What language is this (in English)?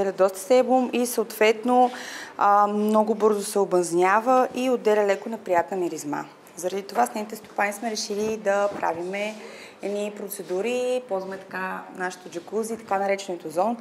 Bulgarian